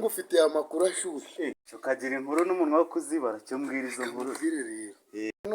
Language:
Kinyarwanda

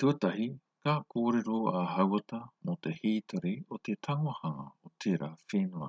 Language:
Māori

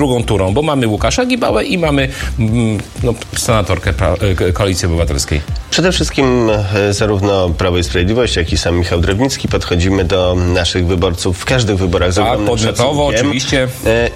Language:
Polish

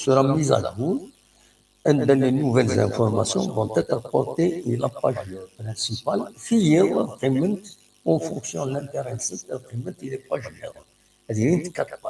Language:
Kabyle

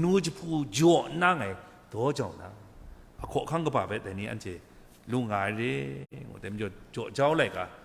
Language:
Kachin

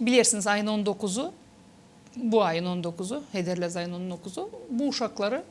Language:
Gagauz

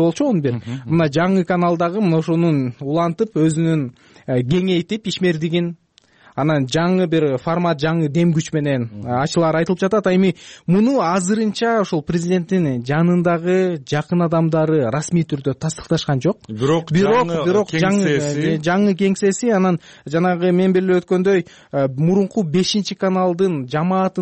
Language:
Kyrgyz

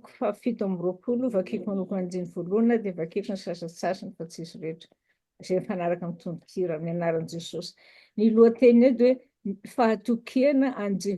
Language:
Malagasy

